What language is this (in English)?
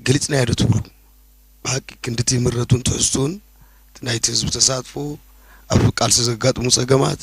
Tigrinya